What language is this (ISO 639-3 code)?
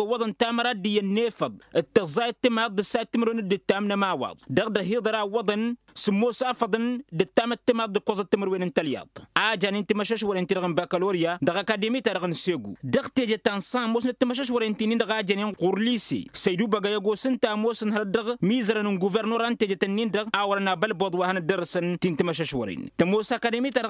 taq